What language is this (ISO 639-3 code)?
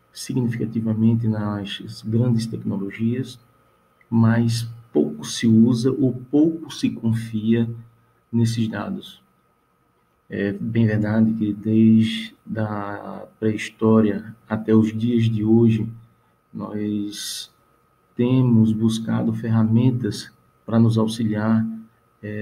por